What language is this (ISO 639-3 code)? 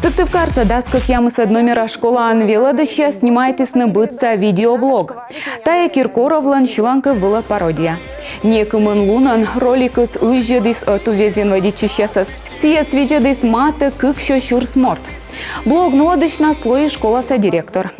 kom